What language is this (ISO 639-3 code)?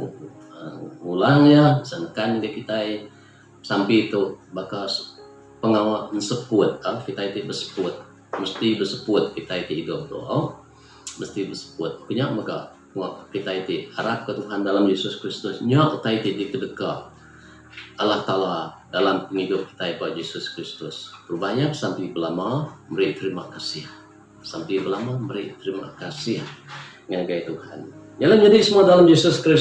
iba